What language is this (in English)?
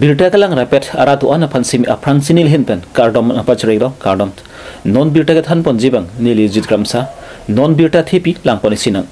Karbi